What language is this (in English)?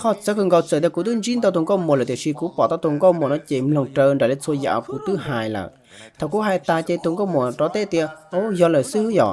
Hmong